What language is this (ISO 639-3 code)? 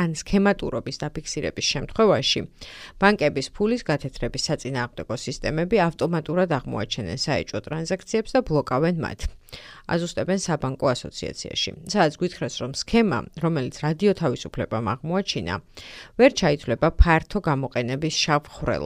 kat